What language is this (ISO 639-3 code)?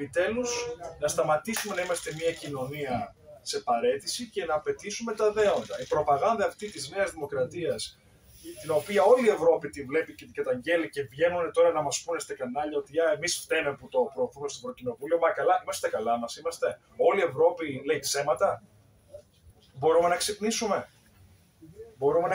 ell